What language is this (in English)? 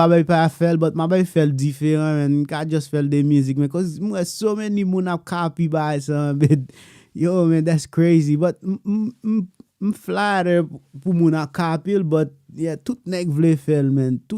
Haitian Creole